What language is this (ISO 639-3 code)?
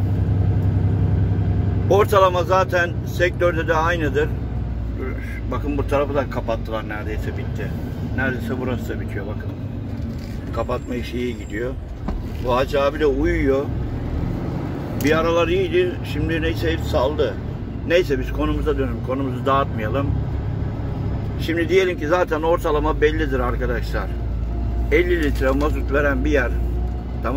tur